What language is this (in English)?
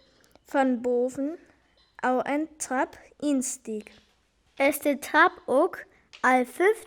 Northern Frisian